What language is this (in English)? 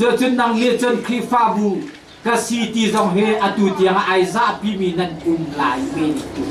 Hakha Chin